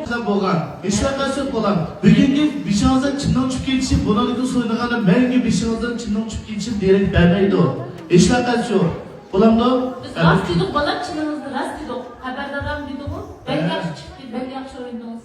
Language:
Uyghur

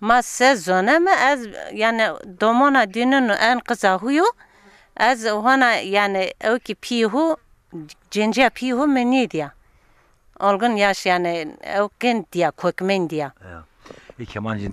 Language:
Zaza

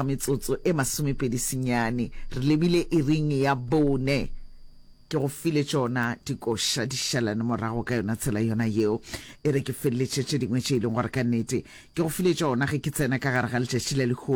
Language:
Northern Sotho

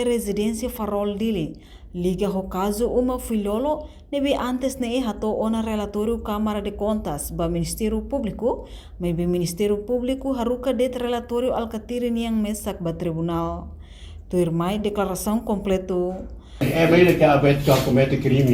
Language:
Tetum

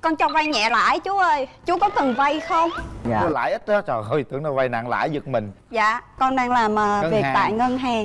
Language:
Vietnamese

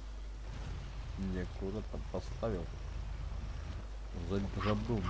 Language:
Russian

